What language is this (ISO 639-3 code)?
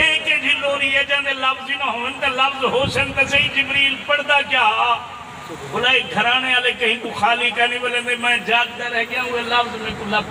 skr